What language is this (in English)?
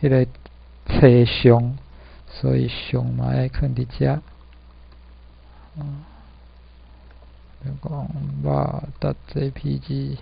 Min Nan Chinese